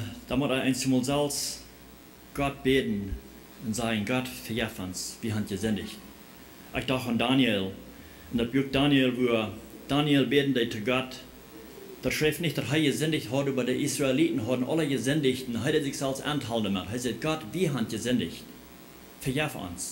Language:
Plautdietsch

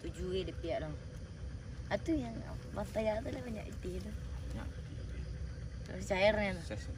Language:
Minangkabau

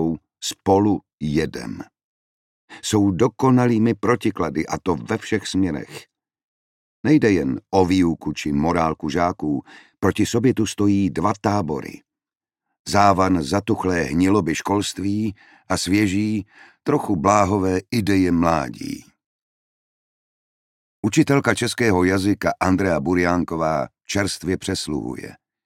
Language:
Czech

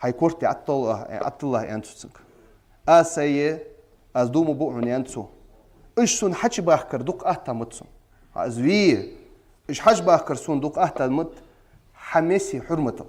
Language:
Ingush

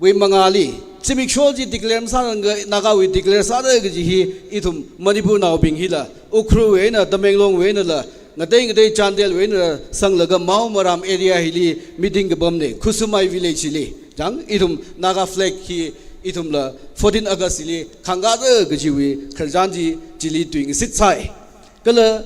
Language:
Tangkhul Naga (India)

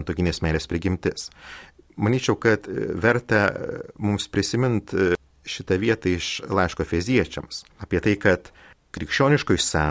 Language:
Lithuanian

